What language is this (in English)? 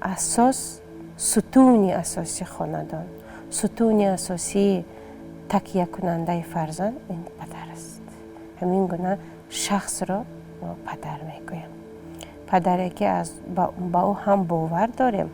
Tajik